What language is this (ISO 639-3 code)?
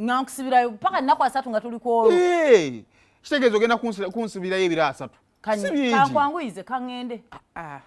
lug